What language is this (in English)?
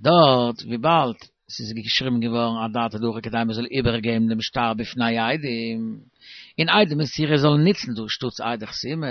Yiddish